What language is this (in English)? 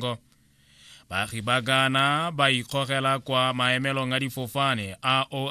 Tswana